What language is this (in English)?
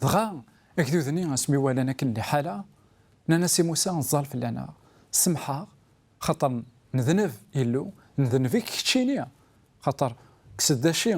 Kabyle